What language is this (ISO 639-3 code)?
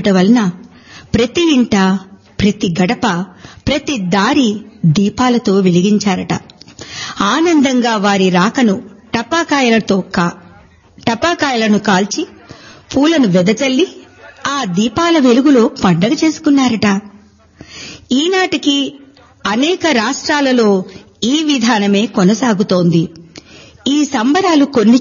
tel